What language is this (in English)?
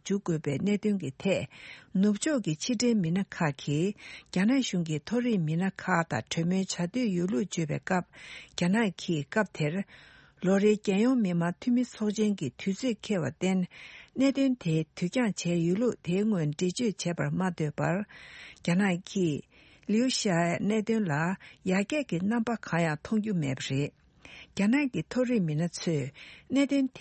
Tibetan